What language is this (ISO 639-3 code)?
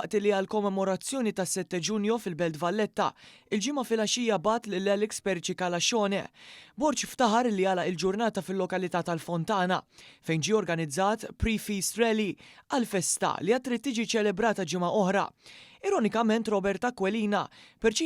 mlt